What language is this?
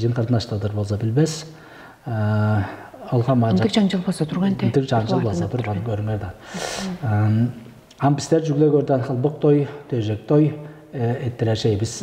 Tuvinian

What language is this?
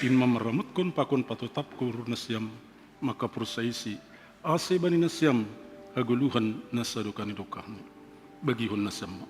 Batak Simalungun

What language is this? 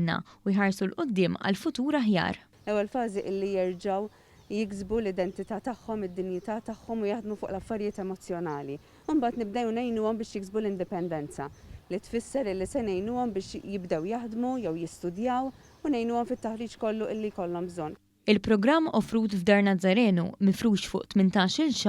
Maltese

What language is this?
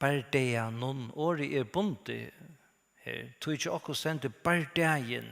Faroese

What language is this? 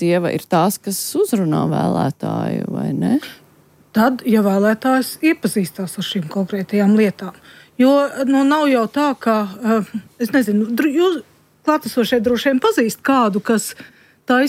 Latvian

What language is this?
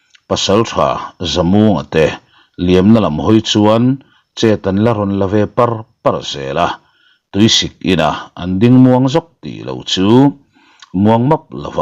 Mizo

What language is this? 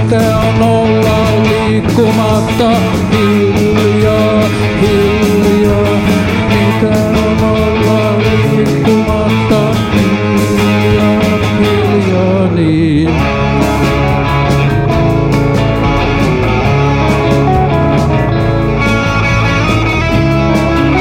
Finnish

